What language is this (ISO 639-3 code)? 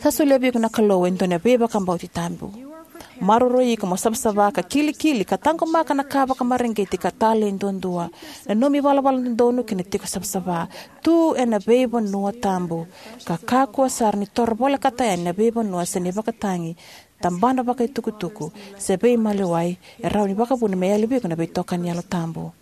fij